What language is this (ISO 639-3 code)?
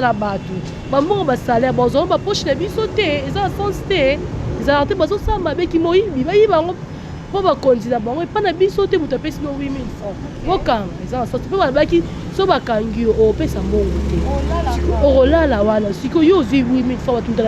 lin